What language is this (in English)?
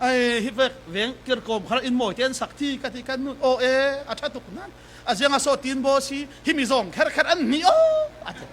Falam Chin